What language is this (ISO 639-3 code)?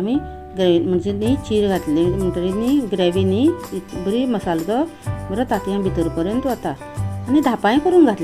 kok